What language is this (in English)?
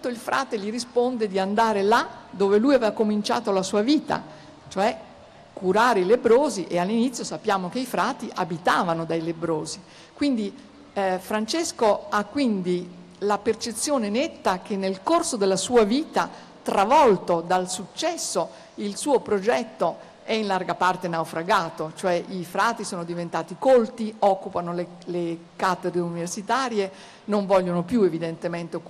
Italian